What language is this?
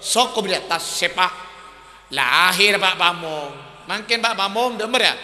Madurese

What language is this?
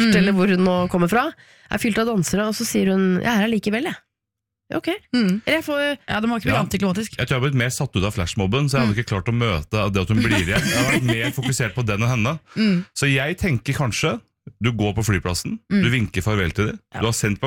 Norwegian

